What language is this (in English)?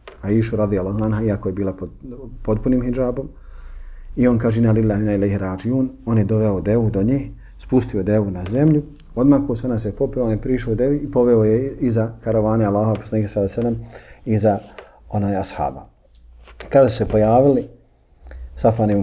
Bosnian